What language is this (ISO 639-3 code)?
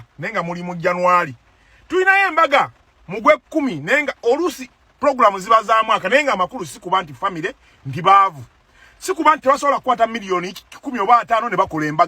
lug